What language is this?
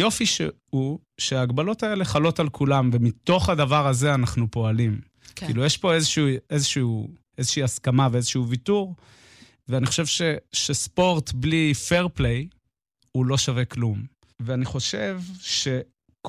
Hebrew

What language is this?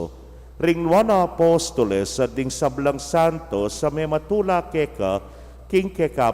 Pampanga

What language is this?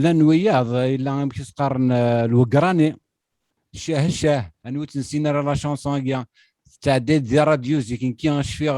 Kabyle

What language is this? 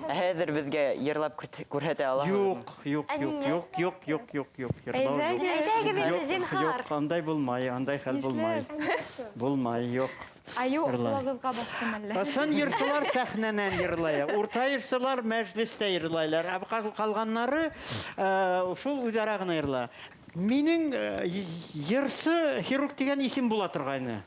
Bashkir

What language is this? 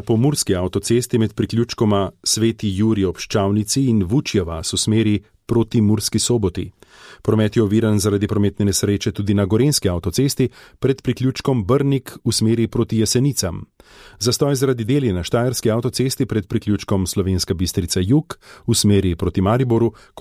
Slovenian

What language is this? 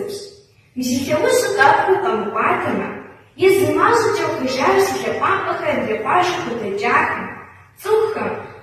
Kabardian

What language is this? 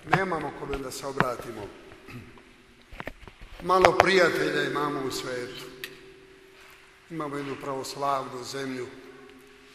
Serbian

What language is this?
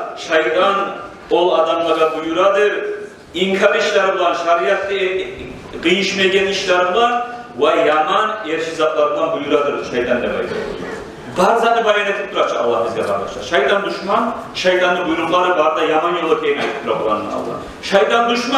Kumyk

